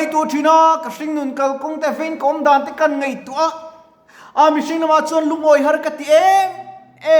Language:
Mizo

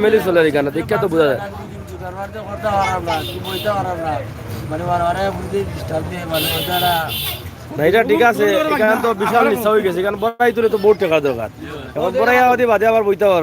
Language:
Sylheti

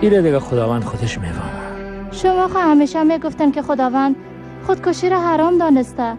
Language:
Persian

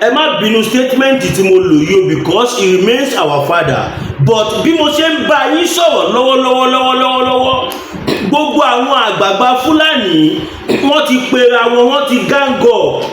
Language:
Yoruba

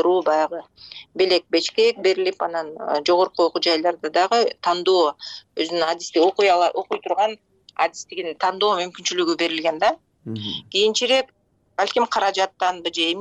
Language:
Kyrgyz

